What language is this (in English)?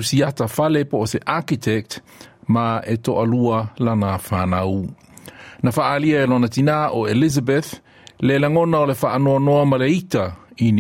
Samoan